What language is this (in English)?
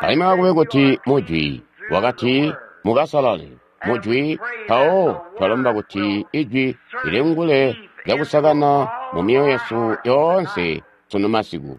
Tonga (Zambia)